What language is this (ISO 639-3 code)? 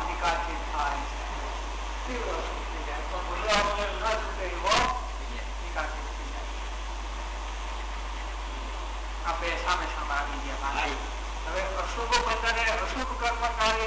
guj